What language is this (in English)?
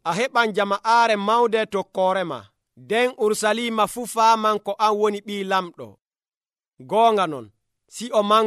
Nigerian Fulfulde